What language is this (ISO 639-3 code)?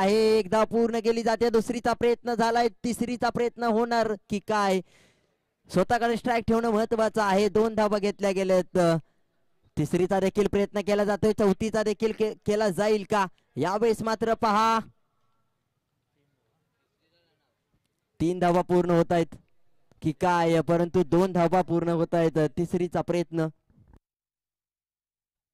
mar